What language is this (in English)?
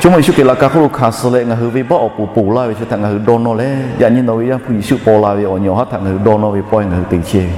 Lahu